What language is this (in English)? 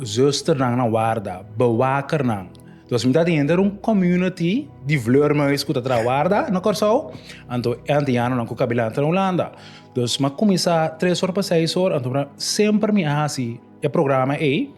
Papiamento